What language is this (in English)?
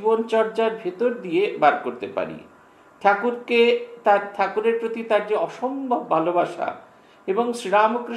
Bangla